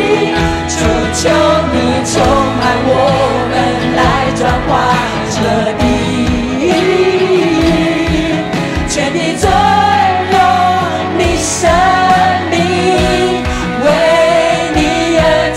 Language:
Chinese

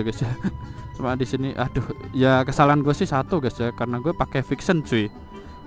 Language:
Indonesian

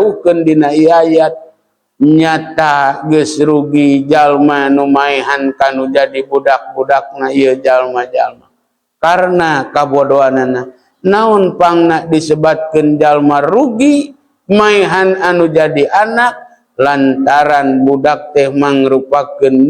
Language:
Sundanese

